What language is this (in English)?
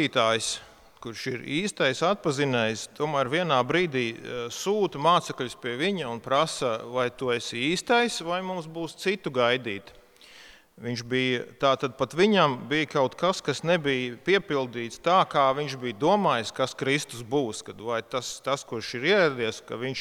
Latvian